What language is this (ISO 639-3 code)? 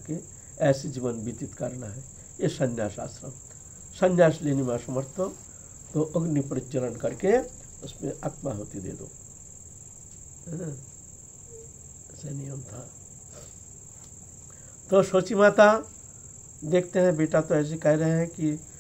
hin